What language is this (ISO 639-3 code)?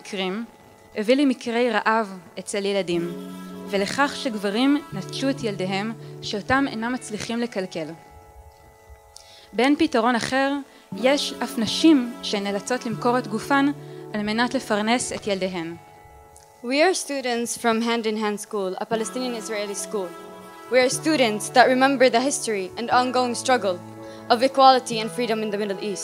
heb